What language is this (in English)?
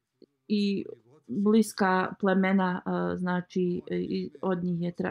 Bosnian